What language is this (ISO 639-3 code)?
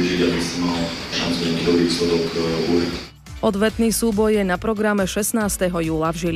slk